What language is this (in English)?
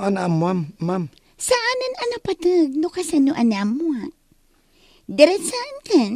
Iloko